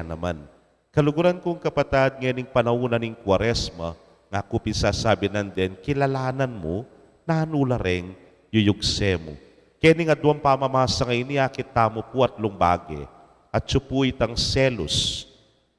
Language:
Pampanga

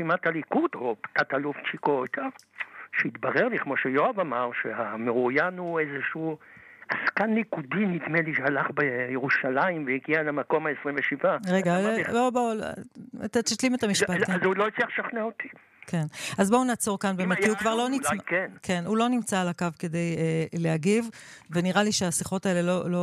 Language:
Hebrew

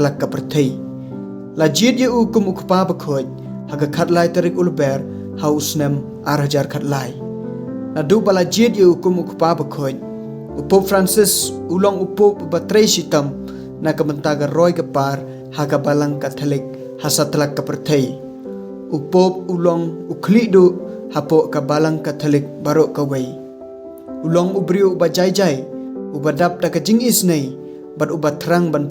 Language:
Khasi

